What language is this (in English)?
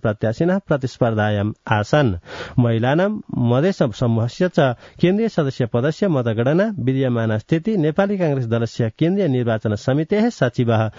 Sanskrit